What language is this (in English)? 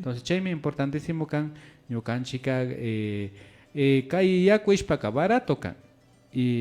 Imbabura Highland Quichua